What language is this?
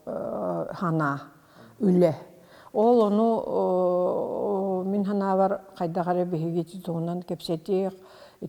Yakut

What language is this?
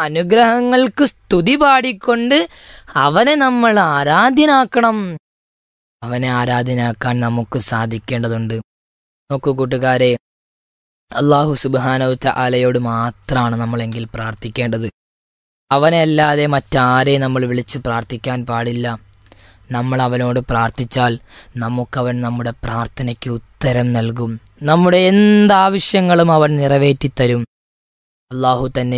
Malayalam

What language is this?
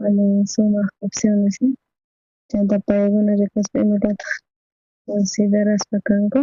South Bolivian Quechua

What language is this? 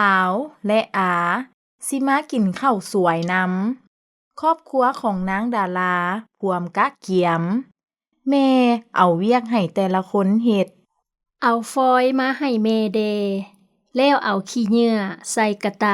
Lao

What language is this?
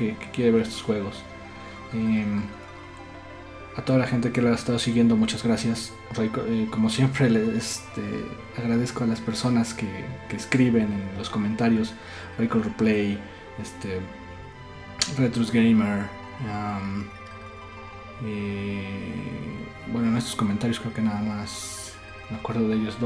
Spanish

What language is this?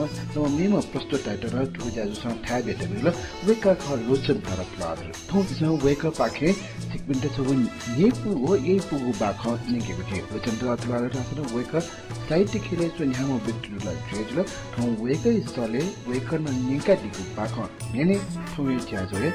Newari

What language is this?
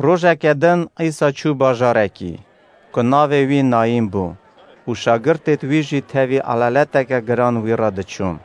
Kurdish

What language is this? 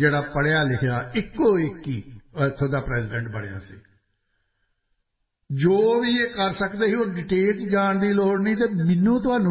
Punjabi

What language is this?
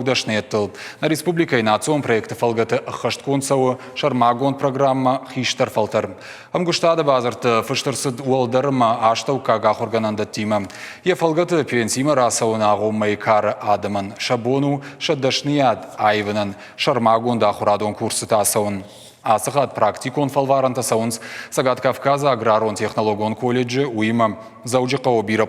Ossetic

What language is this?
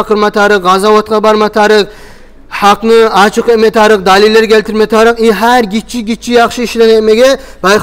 Kumyk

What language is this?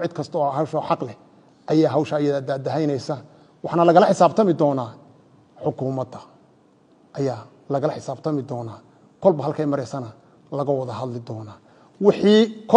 Somali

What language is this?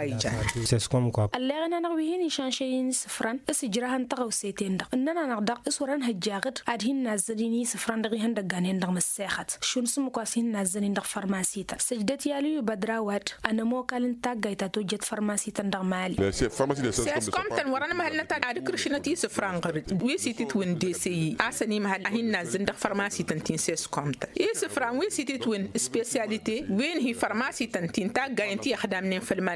Tamasheq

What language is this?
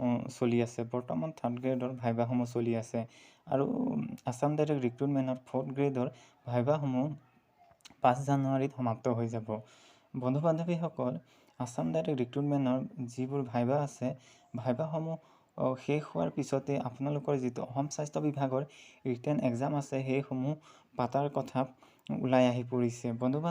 Assamese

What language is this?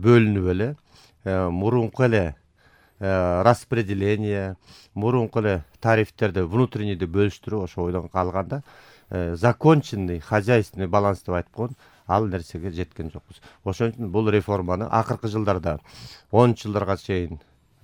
Kyrgyz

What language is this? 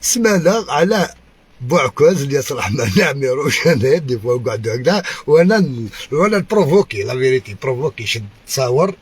Algerian Arabic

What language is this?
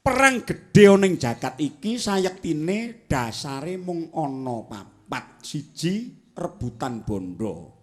Javanese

